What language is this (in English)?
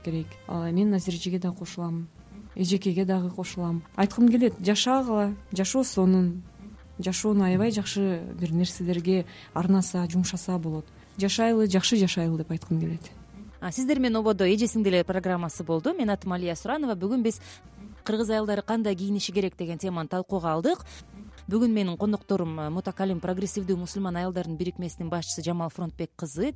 Kyrgyz